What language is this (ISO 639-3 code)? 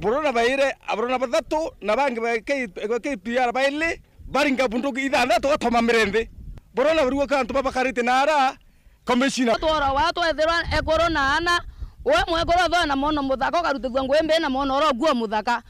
mer